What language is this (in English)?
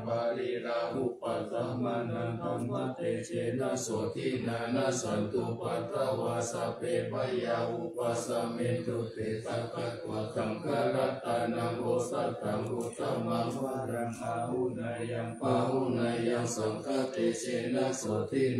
Pali